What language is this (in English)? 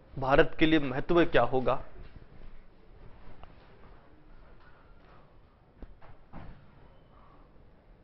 Hindi